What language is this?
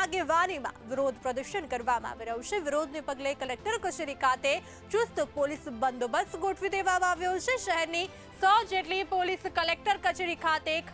Gujarati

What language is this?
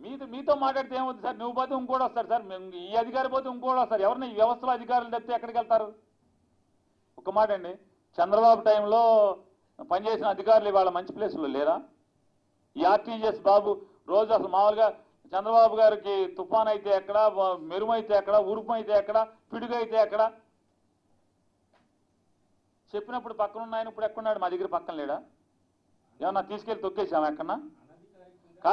Telugu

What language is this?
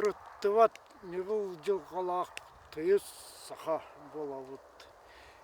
Yakut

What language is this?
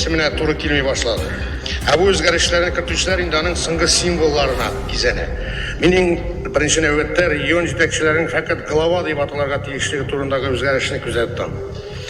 Tatar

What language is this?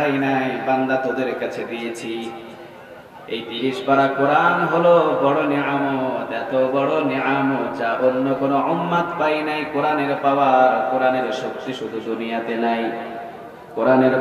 Bangla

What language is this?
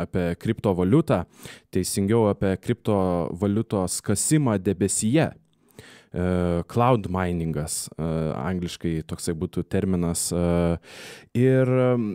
Lithuanian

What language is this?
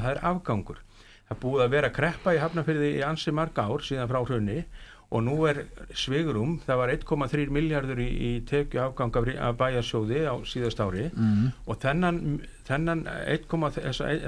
Icelandic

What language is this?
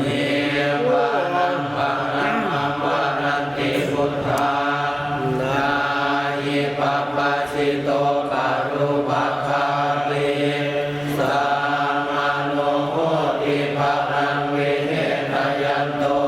Pali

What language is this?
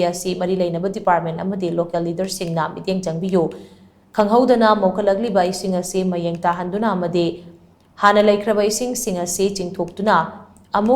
Manipuri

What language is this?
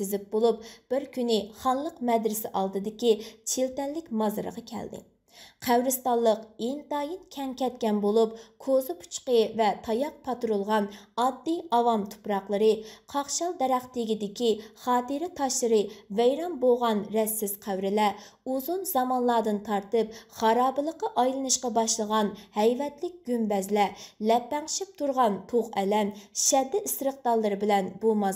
Uyghur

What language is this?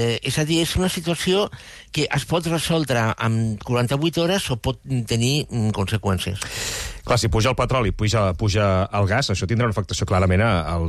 Catalan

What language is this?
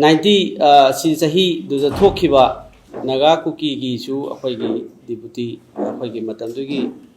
Manipuri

